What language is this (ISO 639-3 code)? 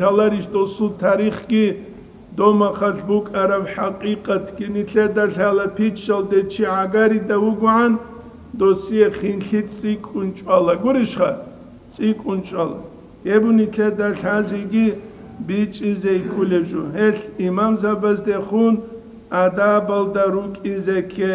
ava